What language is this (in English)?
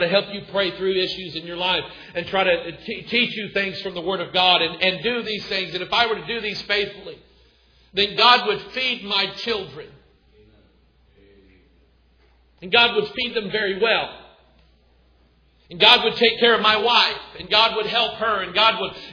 English